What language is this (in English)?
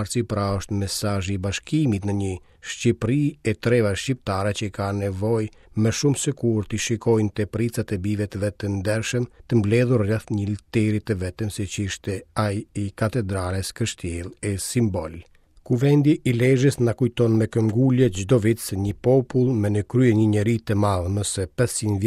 Albanian